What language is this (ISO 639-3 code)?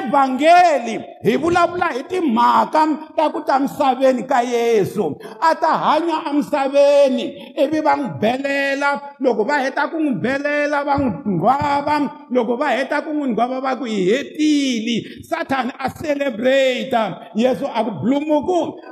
tso